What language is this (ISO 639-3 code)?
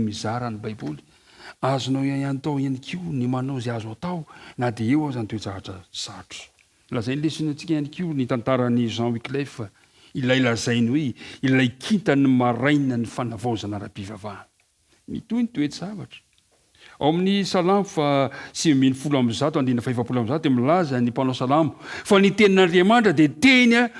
mlg